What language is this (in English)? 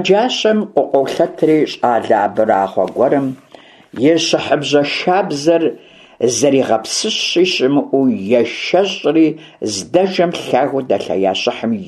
Kabardian